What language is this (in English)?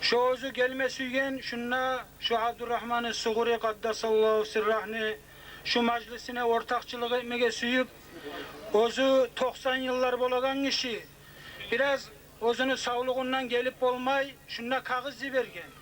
Kumyk